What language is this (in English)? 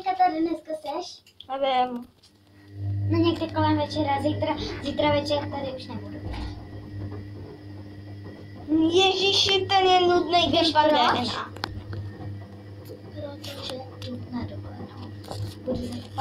Czech